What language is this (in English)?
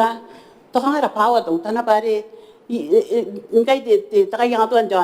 Gilbertese